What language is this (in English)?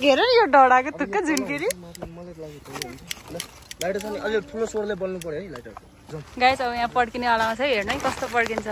Nepali